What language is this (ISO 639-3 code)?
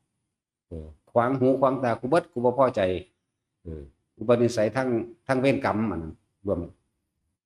tts